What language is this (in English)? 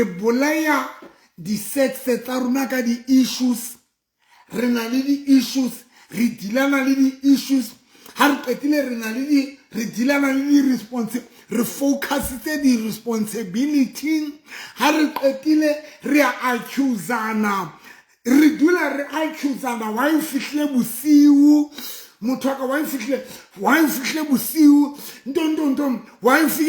Southern Sotho